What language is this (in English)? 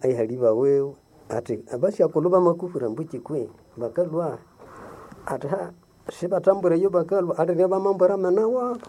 Nande